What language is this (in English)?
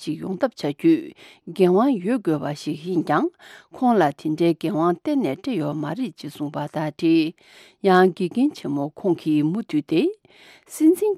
Tibetan